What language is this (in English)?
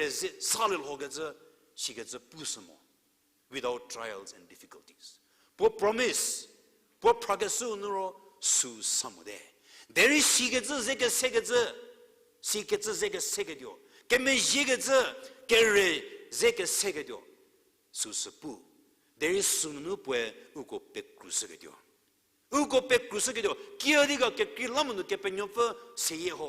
Angami Naga